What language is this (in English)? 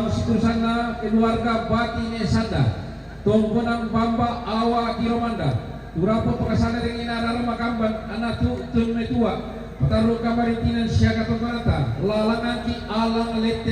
Toraja-Sa'dan